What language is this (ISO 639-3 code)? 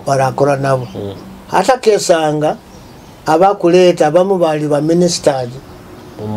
nyo